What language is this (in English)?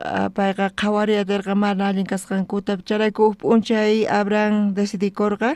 South Bolivian Quechua